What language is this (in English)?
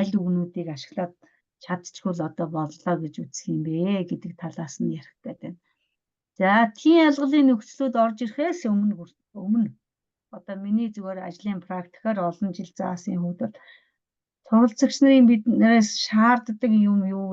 Mongolian